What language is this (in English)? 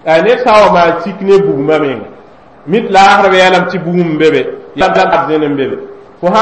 Mossi